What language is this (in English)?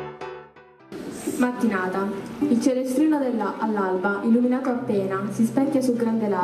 Italian